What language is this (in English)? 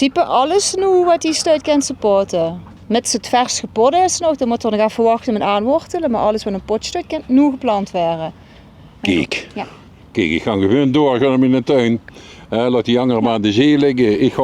Limburgish